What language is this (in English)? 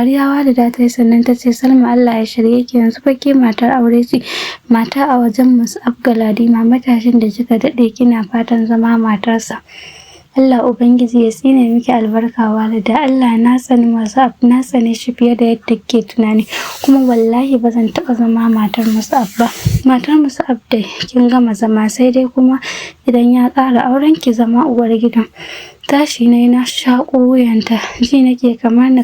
Hausa